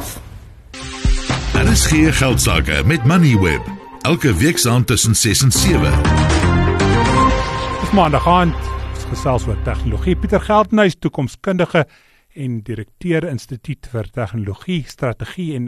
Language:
Afrikaans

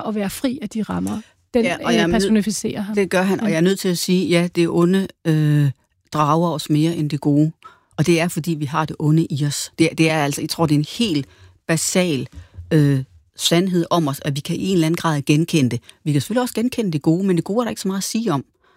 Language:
Danish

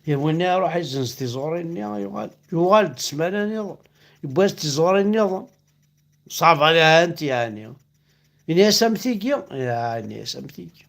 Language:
Kabyle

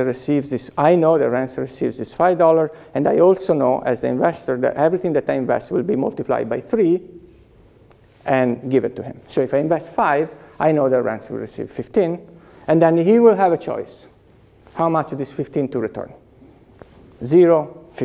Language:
English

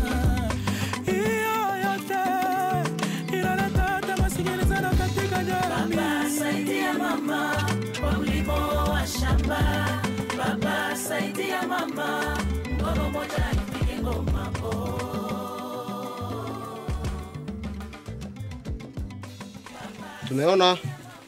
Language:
Swahili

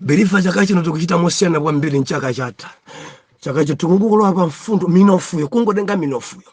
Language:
Nyanja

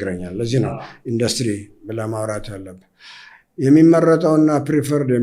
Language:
Amharic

